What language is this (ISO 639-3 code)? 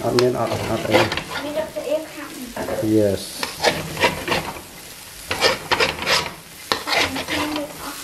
vie